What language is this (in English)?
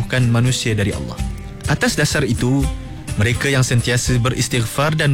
Malay